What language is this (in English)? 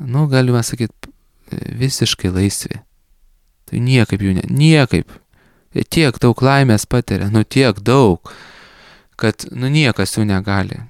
Lithuanian